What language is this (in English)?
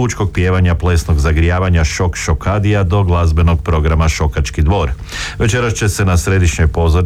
Croatian